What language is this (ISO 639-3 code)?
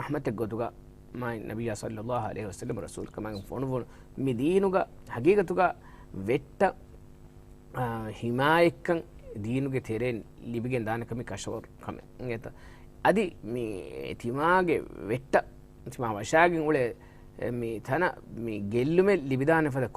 div